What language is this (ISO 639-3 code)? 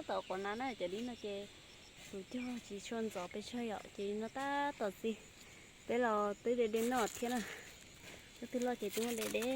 hmn